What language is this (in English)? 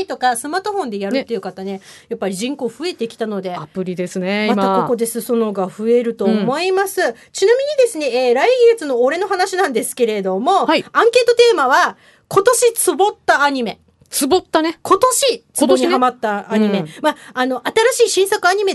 Japanese